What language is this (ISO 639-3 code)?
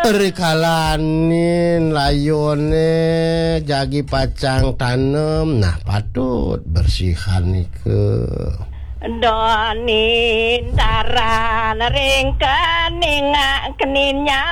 ban